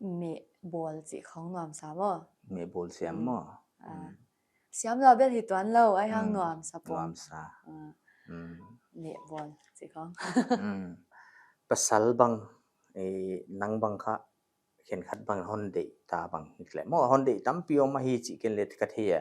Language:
Paite Chin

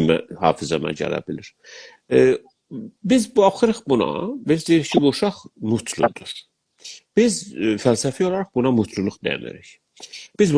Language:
South Azerbaijani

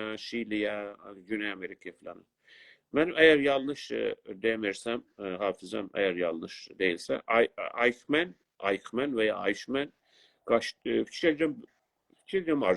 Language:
South Azerbaijani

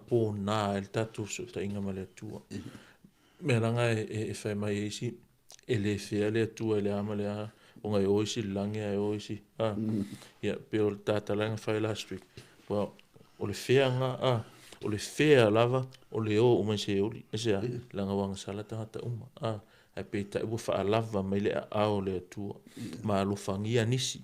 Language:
Samoan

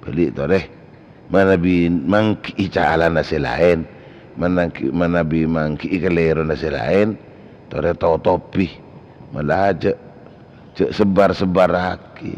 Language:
Madurese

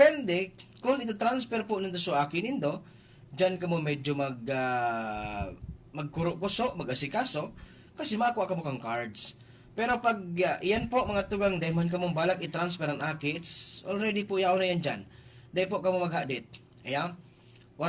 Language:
Bikol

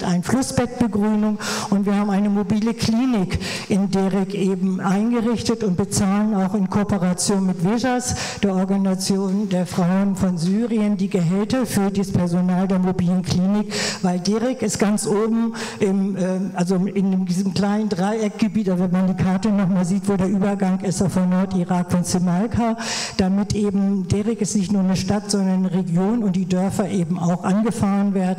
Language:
German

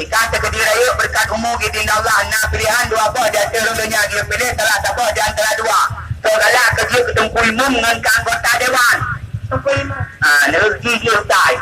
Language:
Achinese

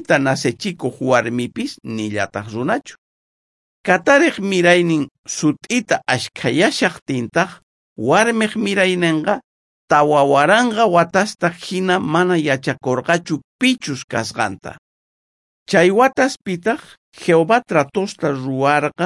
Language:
South Bolivian Quechua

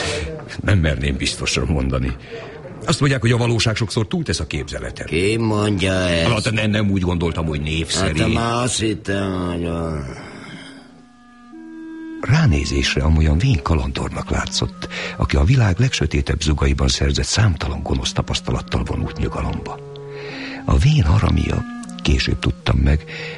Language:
Hungarian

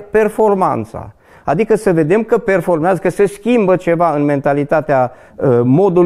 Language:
Romanian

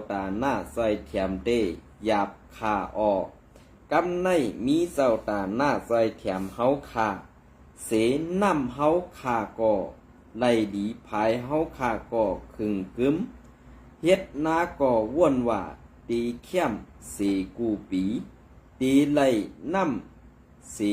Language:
Shan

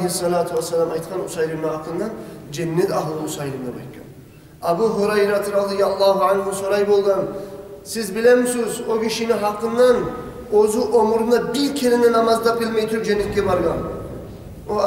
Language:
Kumyk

